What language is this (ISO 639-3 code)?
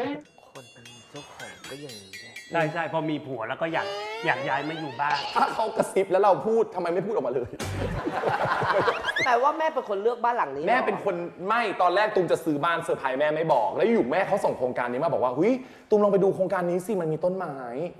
tha